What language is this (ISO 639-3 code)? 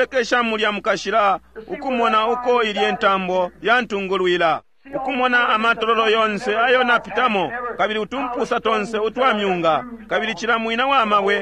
bem